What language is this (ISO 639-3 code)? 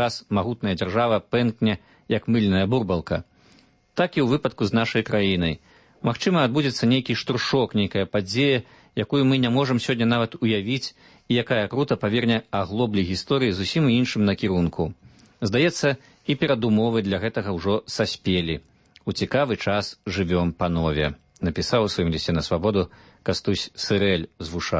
bel